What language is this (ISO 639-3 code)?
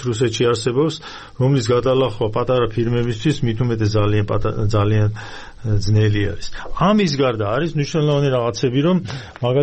kat